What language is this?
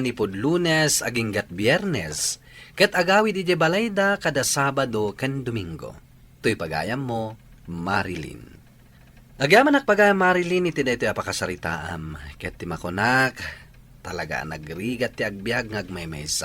Iloko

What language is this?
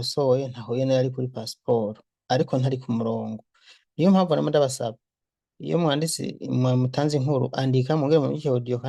Rundi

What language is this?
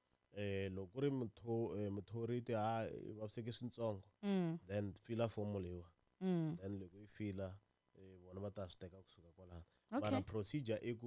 Tsonga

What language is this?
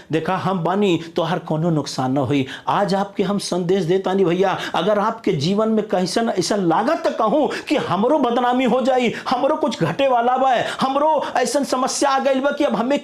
Bhojpuri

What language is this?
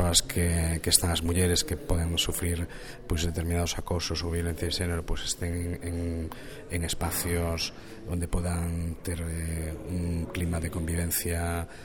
Galician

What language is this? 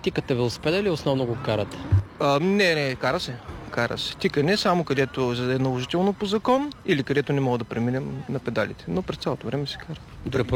Bulgarian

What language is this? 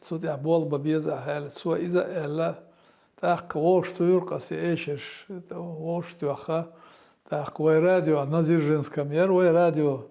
Chechen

